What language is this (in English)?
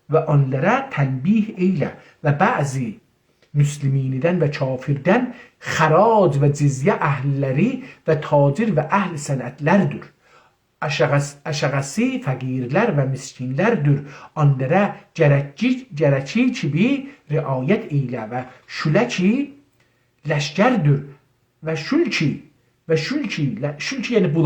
South Azerbaijani